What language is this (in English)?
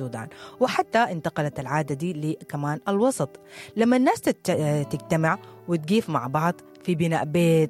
Sudanese Arabic